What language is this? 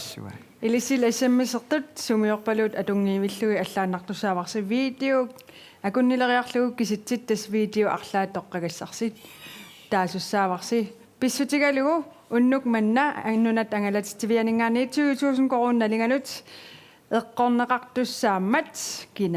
Kalaallisut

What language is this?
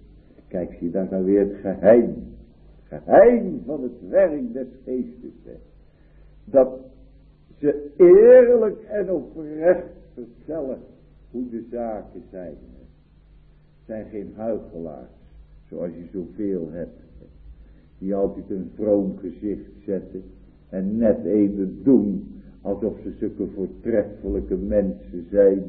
Dutch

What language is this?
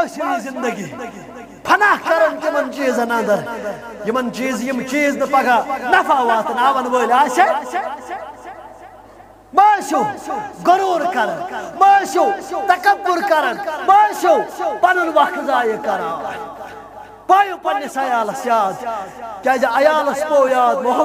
Kashmiri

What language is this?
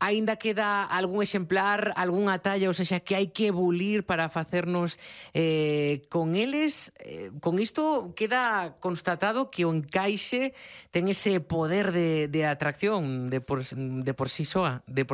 Galician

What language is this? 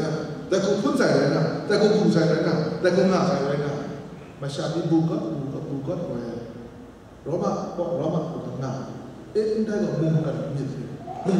Kachin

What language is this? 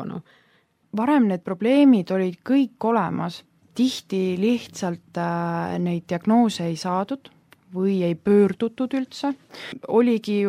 Estonian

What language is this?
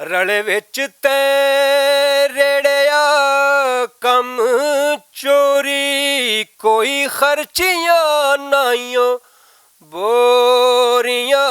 Western Panjabi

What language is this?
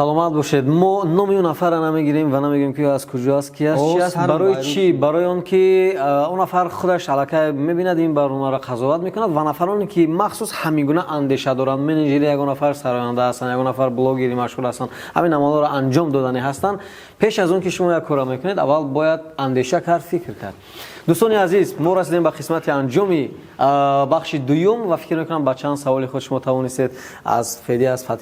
Tajik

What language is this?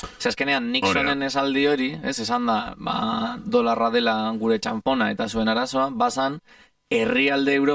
Basque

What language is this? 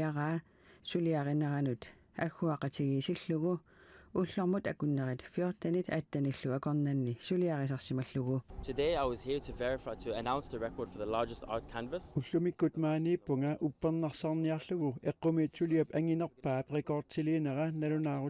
Kalaallisut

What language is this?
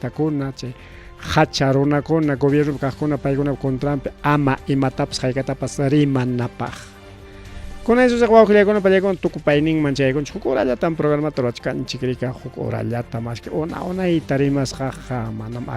Ayacucho Quechua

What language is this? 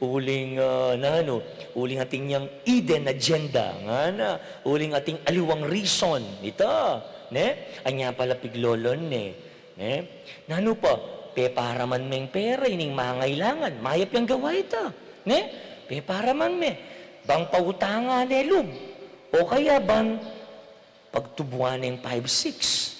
Pampanga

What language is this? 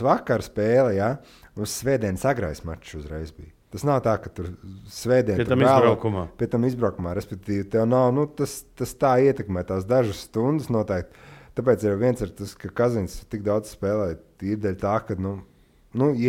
Latvian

